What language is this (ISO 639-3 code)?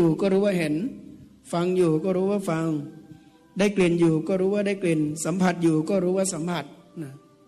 tha